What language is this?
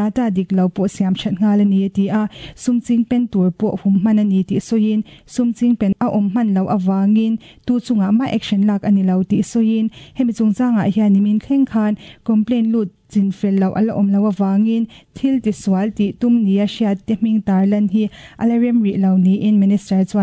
Mizo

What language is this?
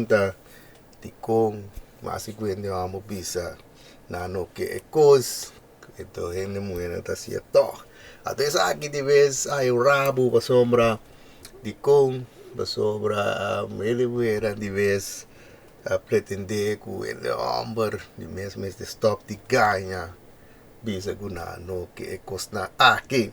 Papiamento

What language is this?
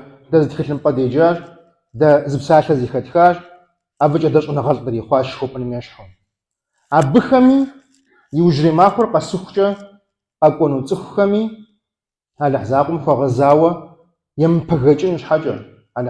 Kabardian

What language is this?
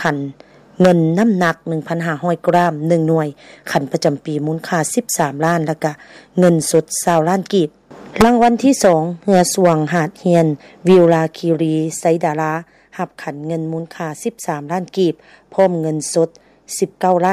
Lao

